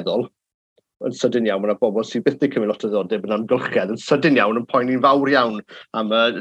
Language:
Welsh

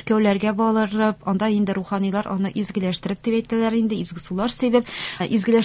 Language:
Tatar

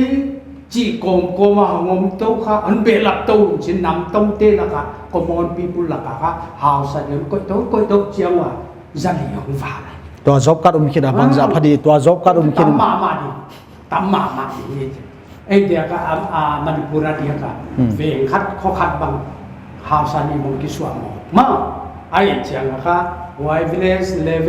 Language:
Paite Chin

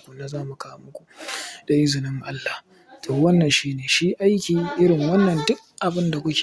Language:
Hausa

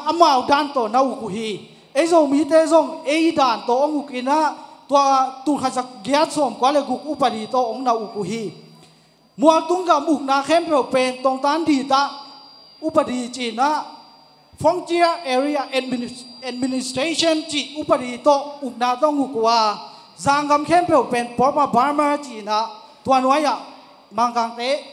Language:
Tedim Chin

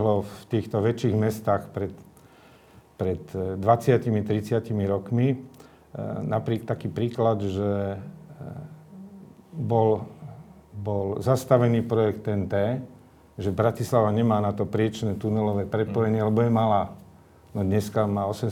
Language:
Slovak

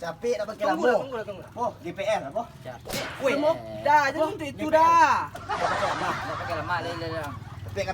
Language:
Minangkabau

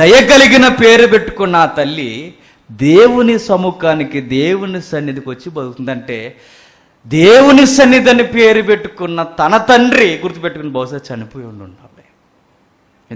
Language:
Telugu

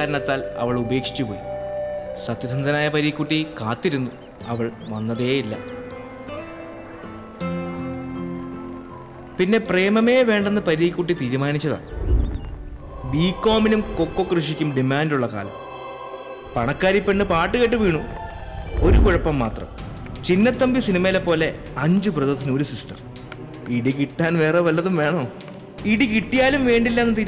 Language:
Malayalam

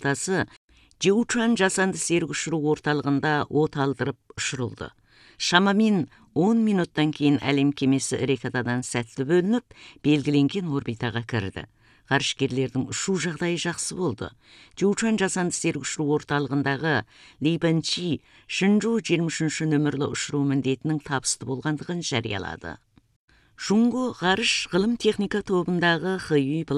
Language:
Kazakh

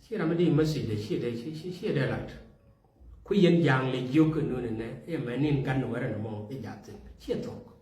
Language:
Nuer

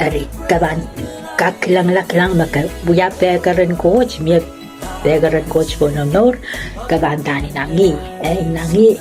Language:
Pohnpeian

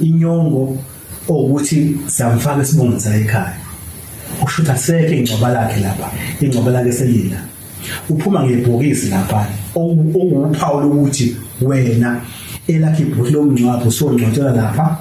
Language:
Zulu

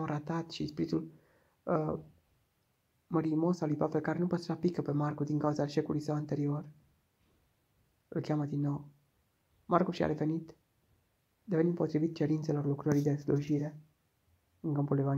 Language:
Romanian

